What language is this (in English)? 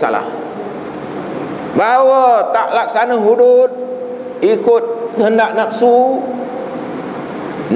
Malay